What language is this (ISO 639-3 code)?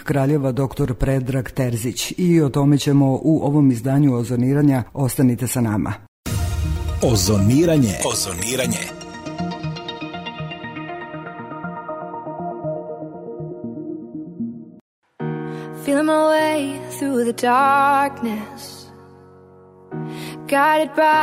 srp